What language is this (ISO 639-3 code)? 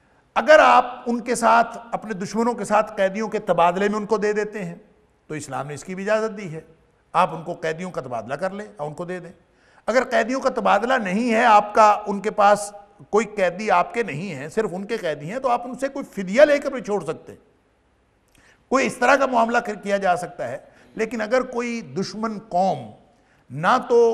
urd